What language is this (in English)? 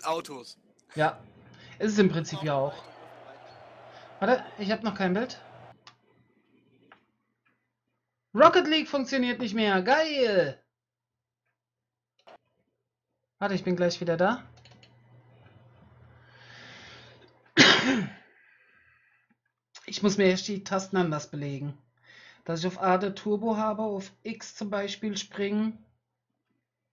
German